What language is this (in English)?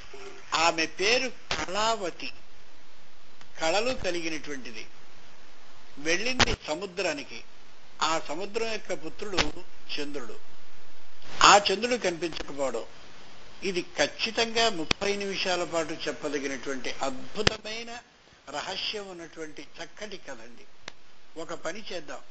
Telugu